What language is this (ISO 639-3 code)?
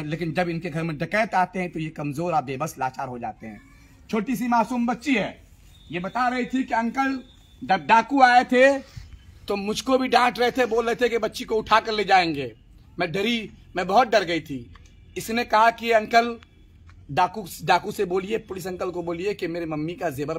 hin